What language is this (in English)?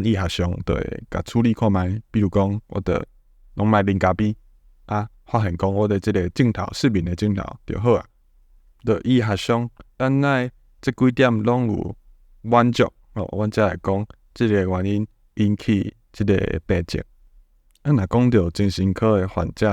Min Nan Chinese